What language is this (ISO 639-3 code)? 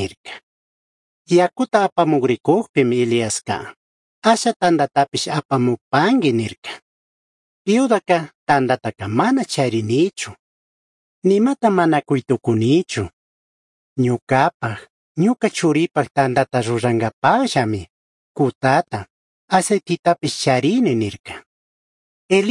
qug